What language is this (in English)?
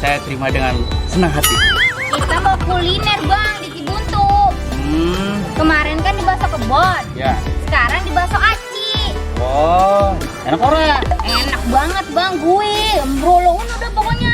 Betawi